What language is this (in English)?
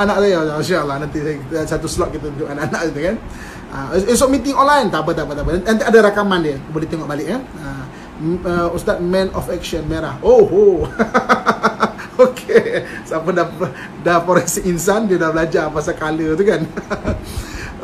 Malay